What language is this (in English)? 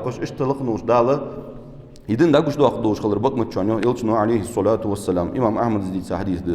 Ingush